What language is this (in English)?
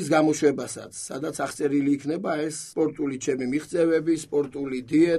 Georgian